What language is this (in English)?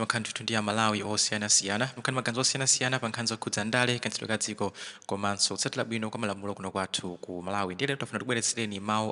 Nyanja